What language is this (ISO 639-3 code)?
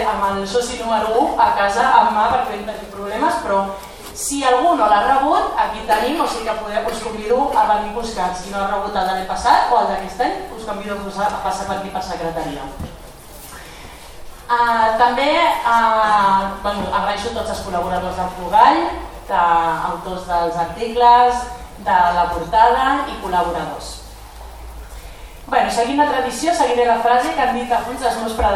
cat